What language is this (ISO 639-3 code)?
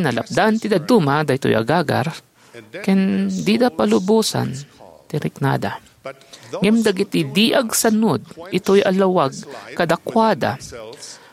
ilo